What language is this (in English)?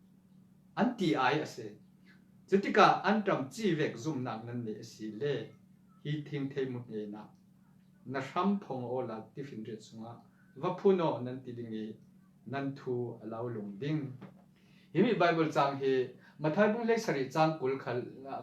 Falam Chin